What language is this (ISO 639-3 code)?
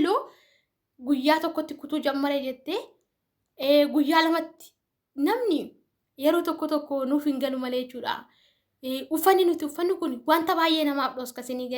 orm